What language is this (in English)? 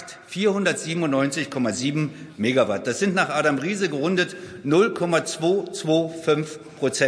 German